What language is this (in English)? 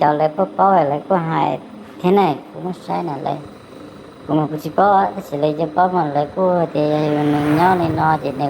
Hmong